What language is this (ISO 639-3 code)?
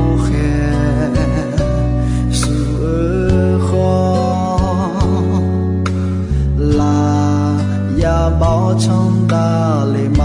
ahk